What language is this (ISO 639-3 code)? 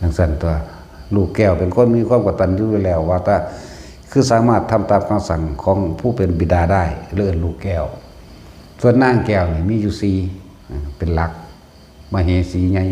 tts